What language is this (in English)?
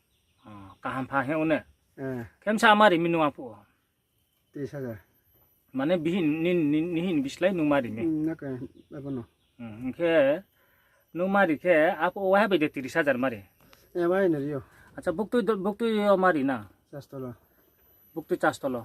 Riang (India)